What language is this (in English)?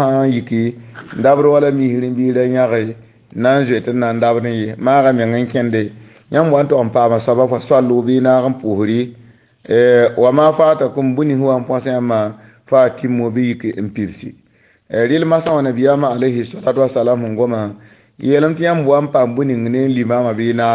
Mossi